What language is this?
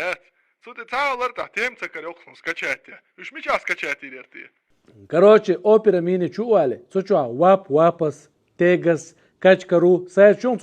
Chechen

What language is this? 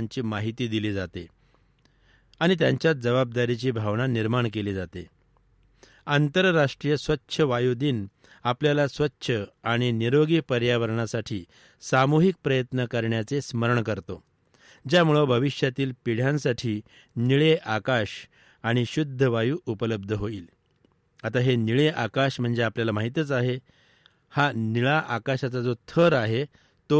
Marathi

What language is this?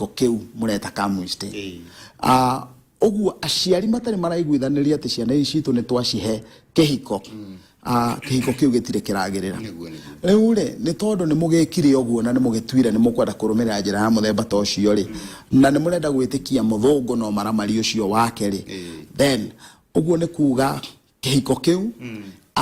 Kikuyu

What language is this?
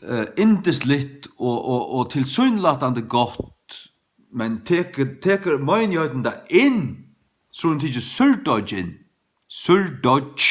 Faroese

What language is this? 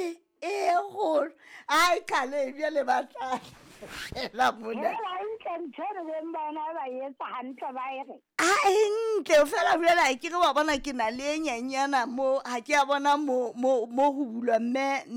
Southern Sotho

